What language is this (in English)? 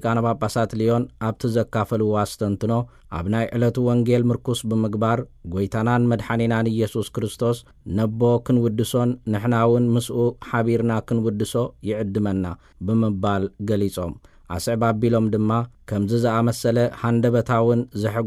Tigrinya